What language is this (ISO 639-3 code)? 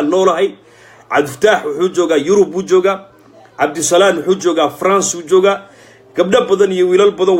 som